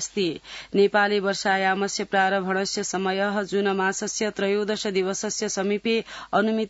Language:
Sanskrit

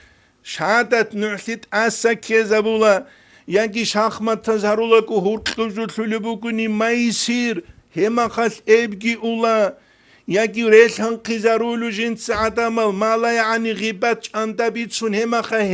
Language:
Avaric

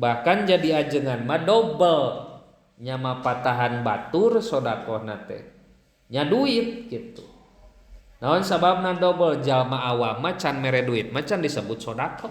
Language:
Sundanese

